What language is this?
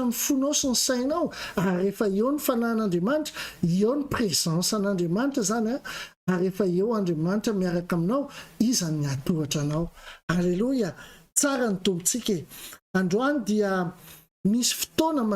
Malagasy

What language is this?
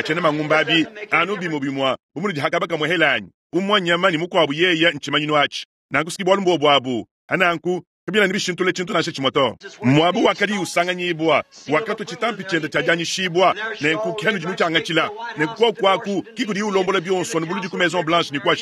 Luba-Lulua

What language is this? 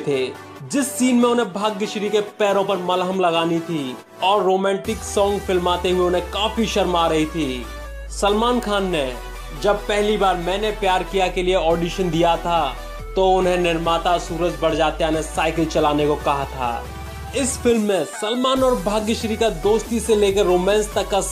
Hindi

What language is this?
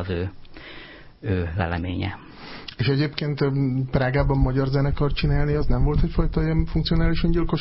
Hungarian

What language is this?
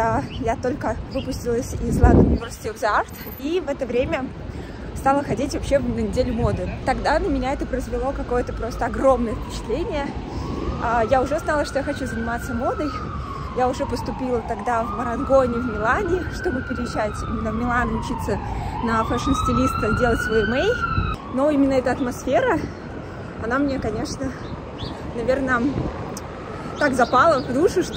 Russian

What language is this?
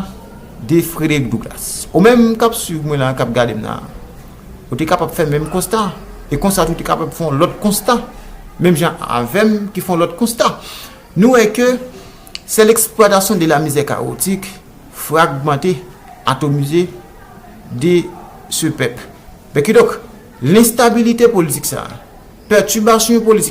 Haitian Creole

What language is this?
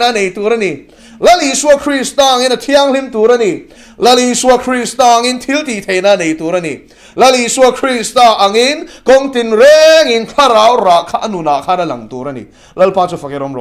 Mizo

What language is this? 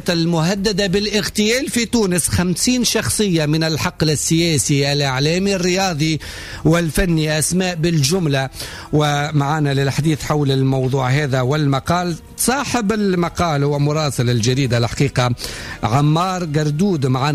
Tunisian Arabic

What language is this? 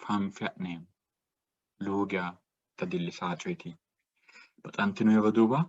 Sidamo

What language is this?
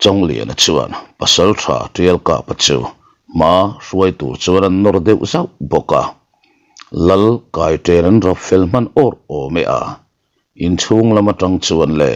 Mizo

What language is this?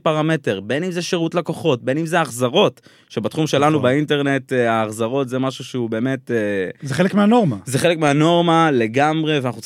Hebrew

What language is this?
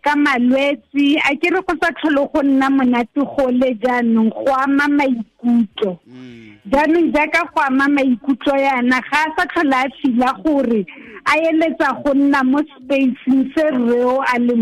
Tswana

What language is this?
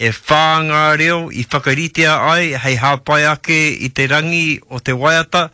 Māori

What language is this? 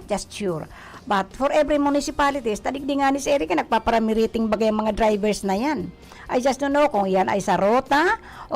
Bikol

